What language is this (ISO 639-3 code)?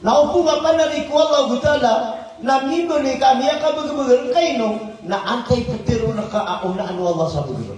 mrw